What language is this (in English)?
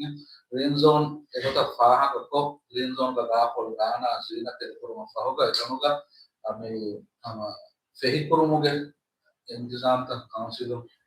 Divehi